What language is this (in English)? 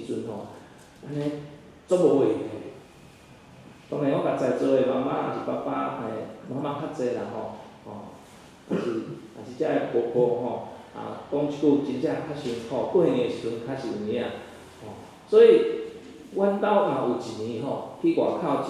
Min Nan Chinese